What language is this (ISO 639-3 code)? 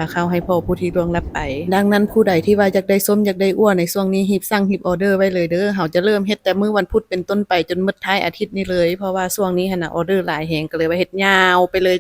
lao